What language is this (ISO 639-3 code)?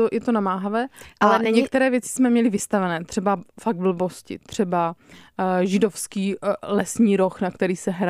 ces